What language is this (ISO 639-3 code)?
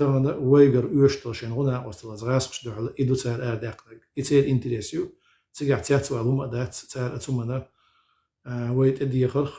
che